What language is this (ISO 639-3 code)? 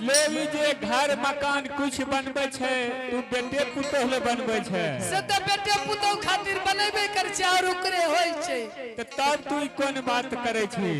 anp